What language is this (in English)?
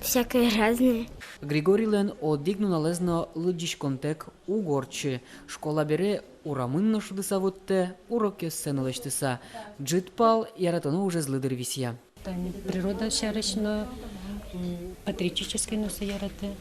Udmurt